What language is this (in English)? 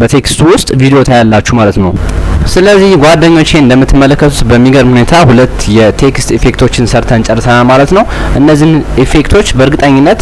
Amharic